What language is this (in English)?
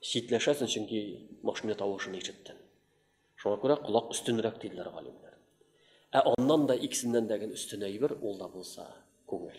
Tatar